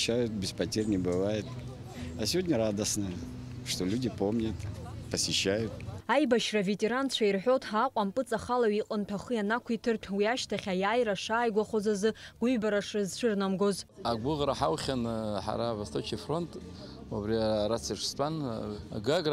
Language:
Abkhazian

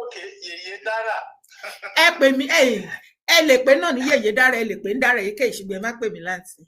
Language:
Yoruba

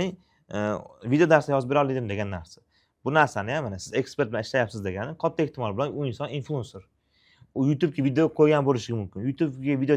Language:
Uzbek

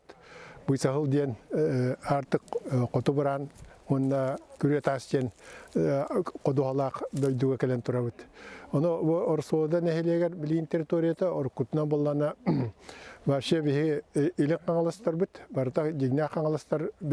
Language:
Yakut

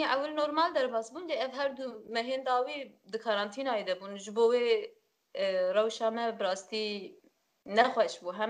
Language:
Kurdish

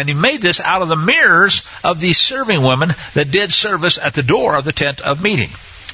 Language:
English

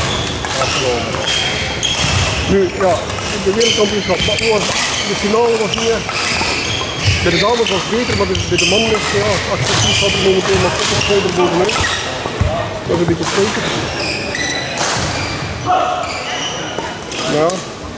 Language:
Dutch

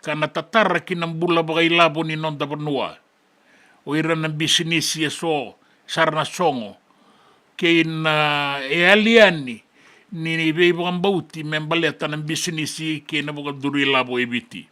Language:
Fijian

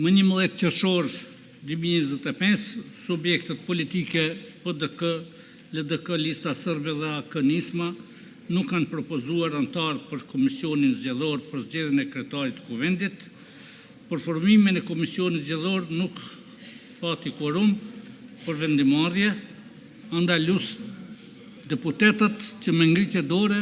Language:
Albanian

